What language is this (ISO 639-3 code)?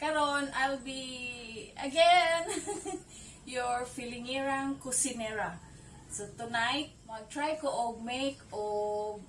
ceb